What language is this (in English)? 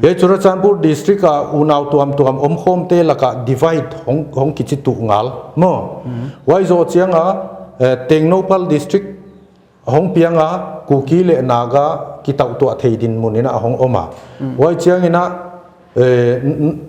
Paite Chin